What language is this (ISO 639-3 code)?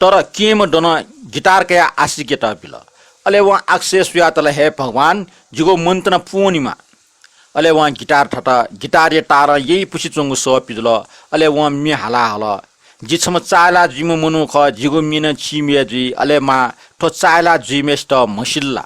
new